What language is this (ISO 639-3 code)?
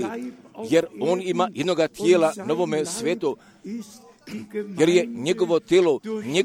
hrv